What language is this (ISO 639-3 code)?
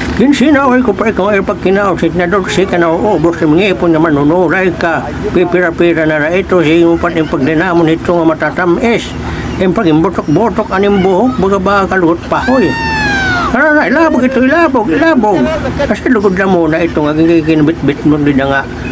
war